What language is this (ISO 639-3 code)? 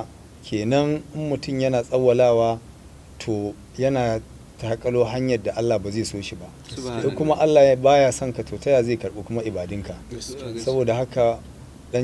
hau